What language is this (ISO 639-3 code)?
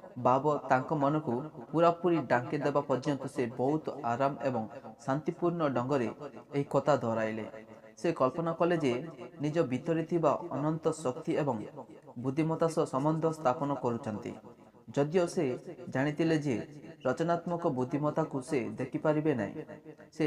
ori